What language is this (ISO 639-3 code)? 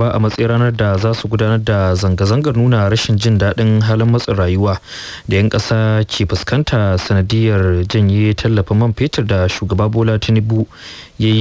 hau